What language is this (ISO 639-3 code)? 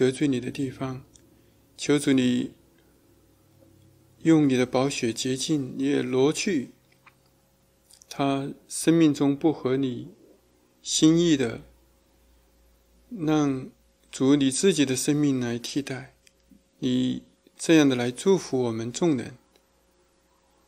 zho